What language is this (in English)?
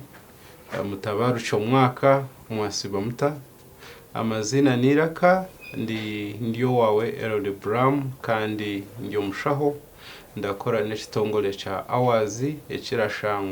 Nyankole